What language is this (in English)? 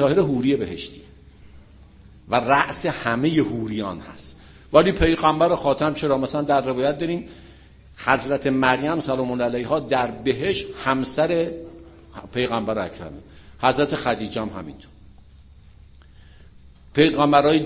Persian